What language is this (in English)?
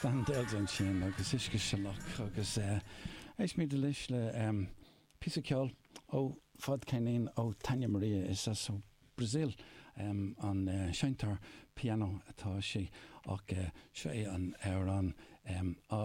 Irish